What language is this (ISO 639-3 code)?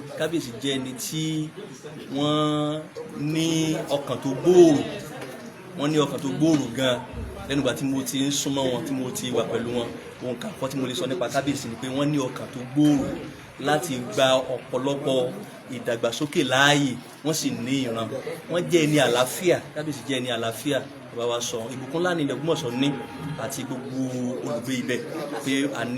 yor